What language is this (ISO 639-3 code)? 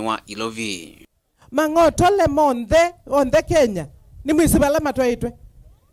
kam